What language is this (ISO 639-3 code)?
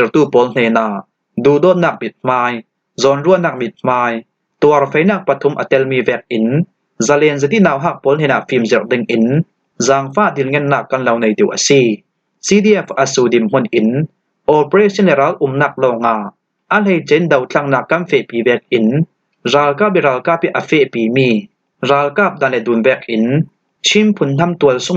cfm